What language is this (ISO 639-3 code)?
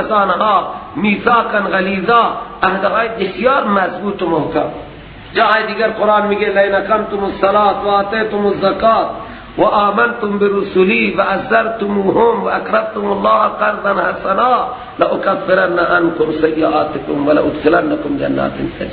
fas